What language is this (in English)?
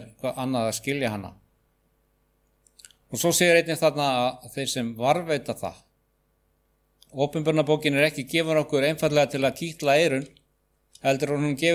Icelandic